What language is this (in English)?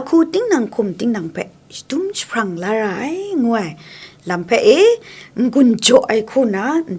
Kachin